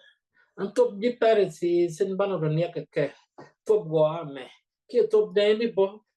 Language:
Nuer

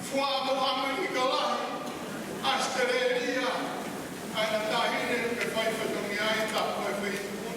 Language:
Tongan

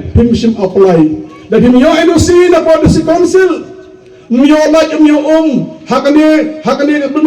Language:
Khasi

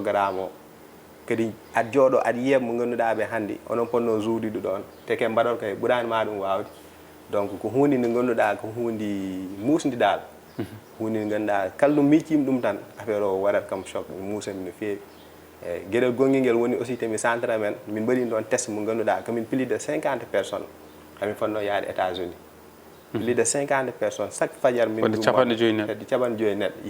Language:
Fula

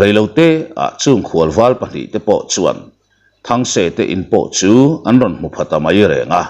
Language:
Mizo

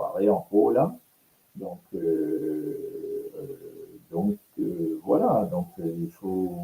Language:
Morisyen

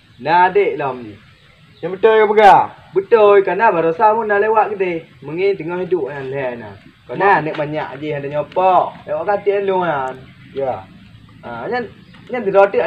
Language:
Achinese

